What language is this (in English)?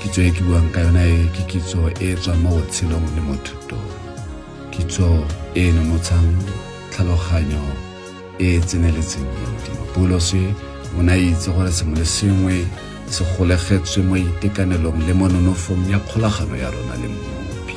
Tswana